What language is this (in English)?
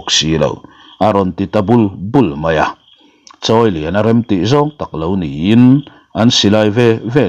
Mizo